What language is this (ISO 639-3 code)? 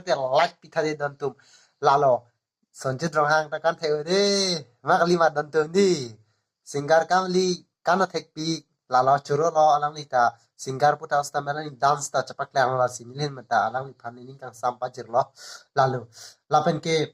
mjw